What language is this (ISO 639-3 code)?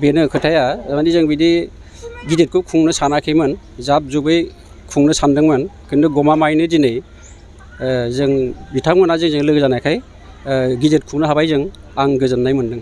brx